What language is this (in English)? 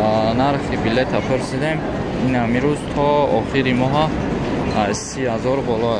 Tajik